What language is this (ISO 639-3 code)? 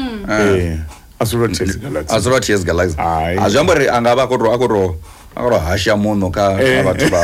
ven